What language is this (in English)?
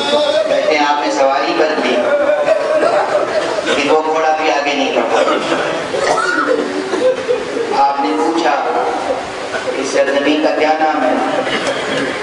Urdu